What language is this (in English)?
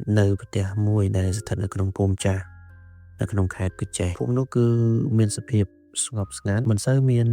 Khmer